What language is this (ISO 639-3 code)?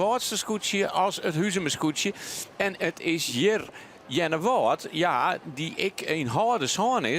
fry